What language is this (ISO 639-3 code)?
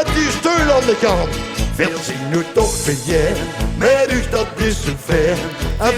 lim